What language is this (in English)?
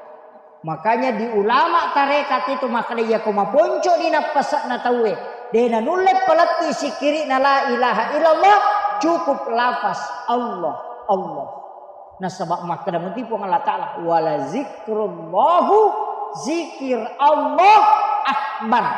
Buginese